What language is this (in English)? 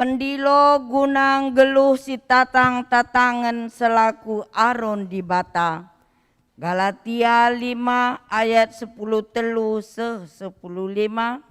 Batak Karo